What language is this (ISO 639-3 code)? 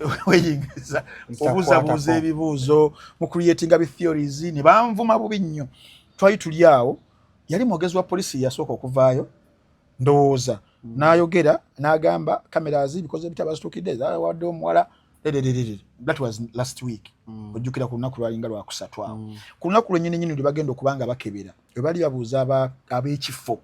lug